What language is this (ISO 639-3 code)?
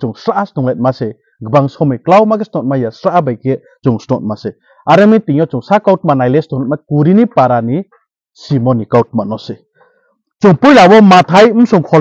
ria